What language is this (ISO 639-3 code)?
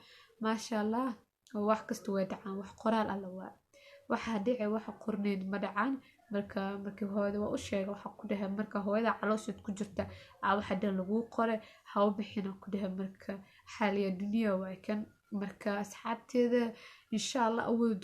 som